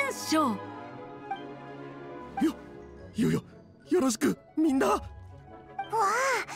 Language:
Japanese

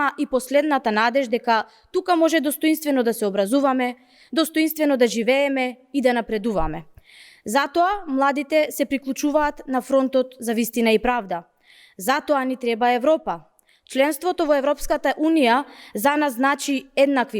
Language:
Macedonian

